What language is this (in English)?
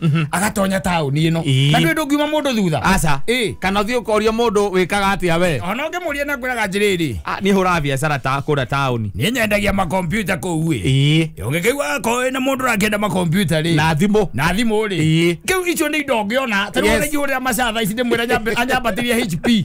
Kikuyu